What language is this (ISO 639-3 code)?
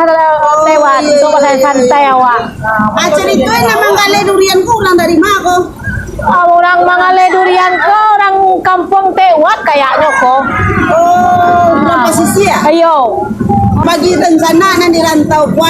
min